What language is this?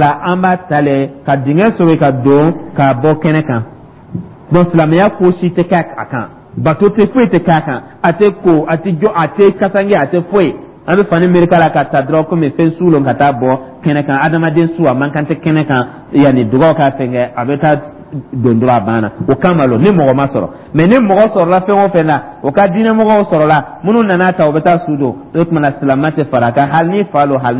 Dyula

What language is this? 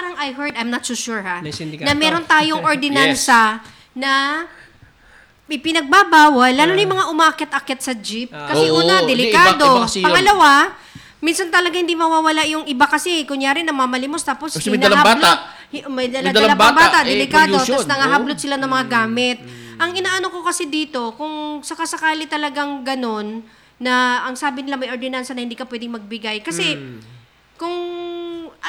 Filipino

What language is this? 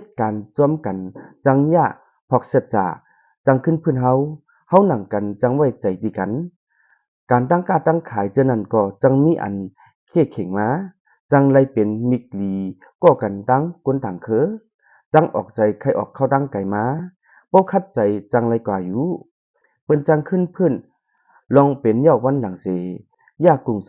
Shan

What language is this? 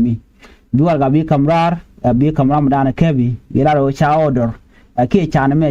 Nuer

